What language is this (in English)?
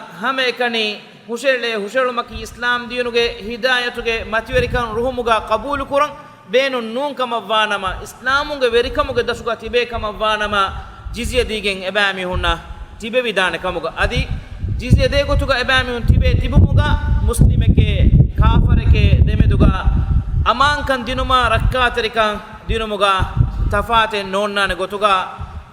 Divehi